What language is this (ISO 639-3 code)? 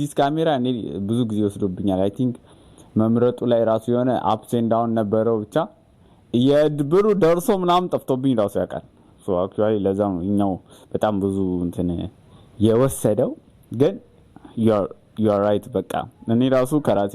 amh